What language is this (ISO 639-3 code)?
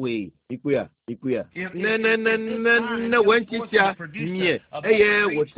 ewe